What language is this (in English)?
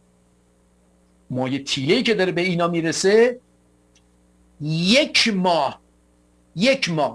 Persian